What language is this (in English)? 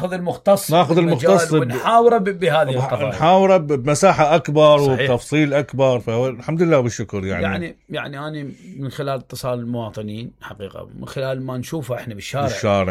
Mesopotamian Arabic